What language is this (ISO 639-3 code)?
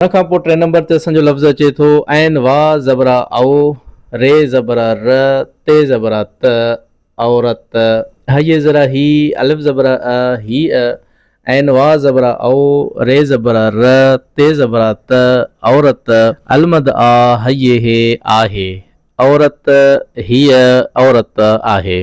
snd